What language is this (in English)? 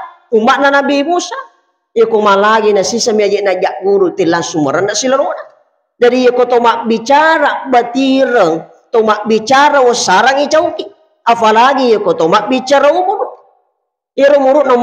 Buginese